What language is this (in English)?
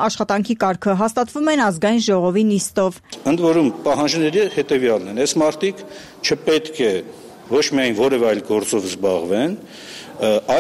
Armenian